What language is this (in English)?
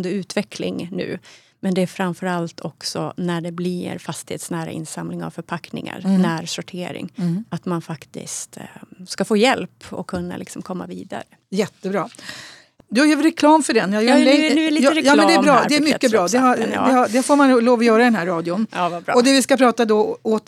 Swedish